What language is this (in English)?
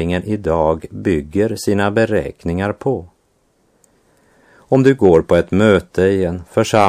Swedish